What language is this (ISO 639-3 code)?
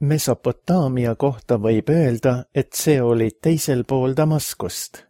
est